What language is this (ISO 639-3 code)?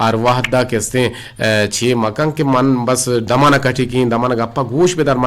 bgp